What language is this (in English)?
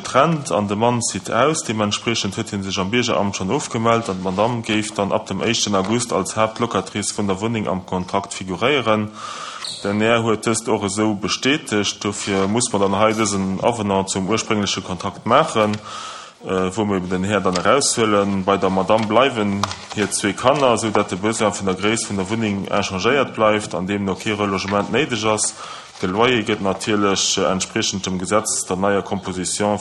Luxembourgish